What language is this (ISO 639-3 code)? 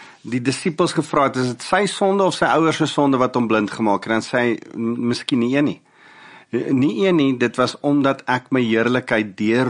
afr